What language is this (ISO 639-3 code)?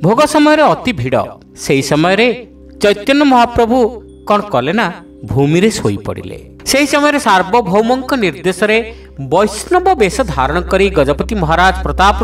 ori